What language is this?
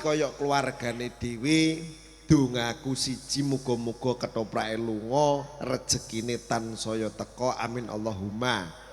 Javanese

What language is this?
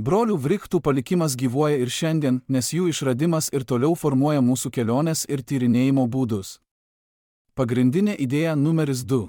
Lithuanian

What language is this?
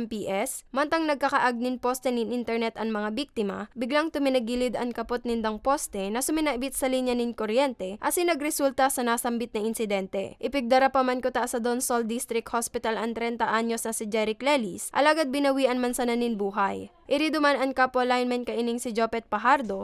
Bikol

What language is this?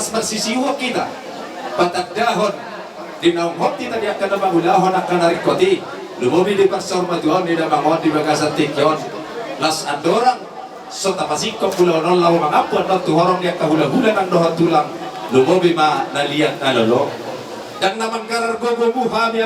Batak Toba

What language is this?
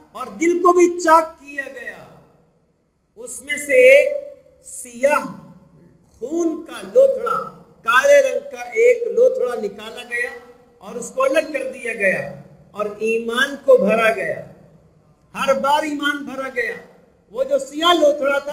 Urdu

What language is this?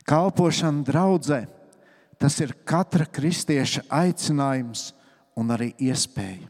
Latvian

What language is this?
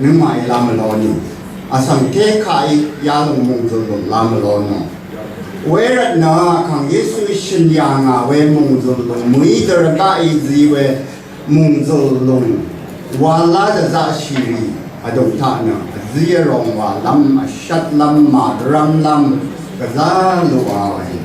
Rawang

